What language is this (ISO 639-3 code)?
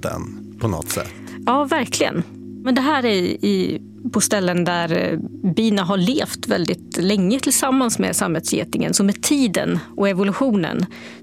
swe